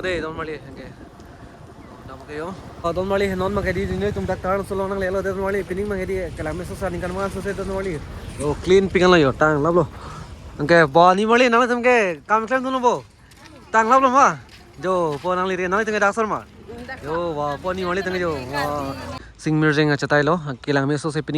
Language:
Karbi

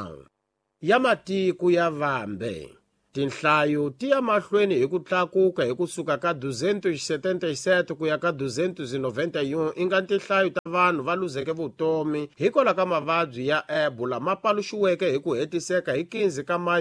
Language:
Tsonga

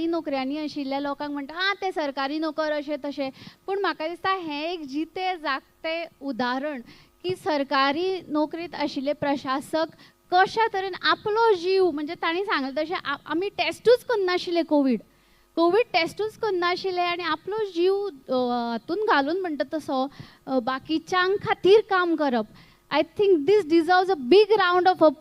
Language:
Konkani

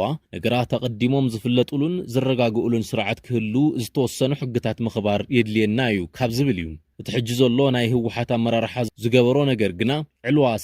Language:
Tigrinya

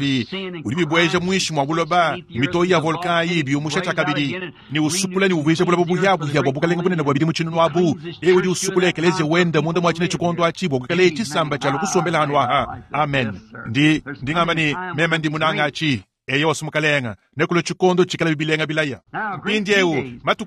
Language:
Luba-Lulua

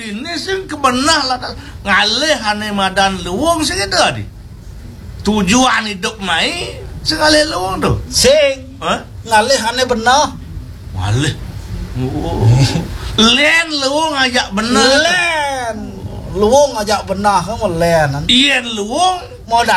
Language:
Balinese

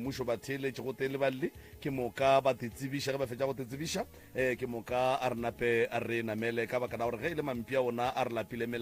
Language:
Northern Sotho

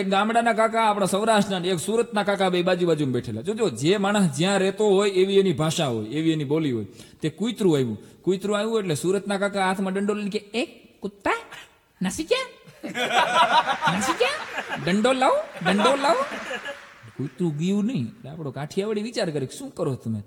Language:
Gujarati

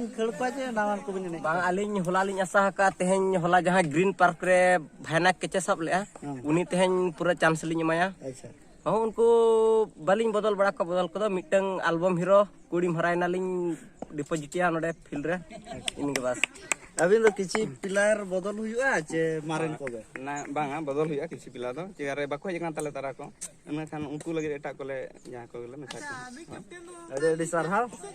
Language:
Santali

